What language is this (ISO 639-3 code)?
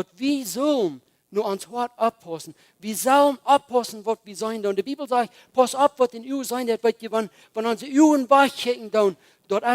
pdt